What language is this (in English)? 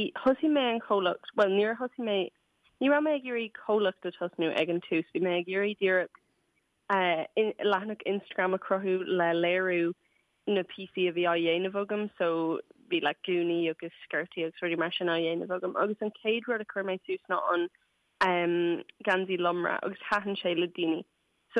Irish